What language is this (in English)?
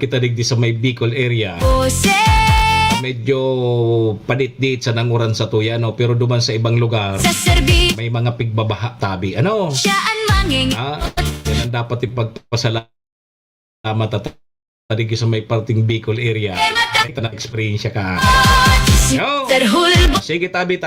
Bikol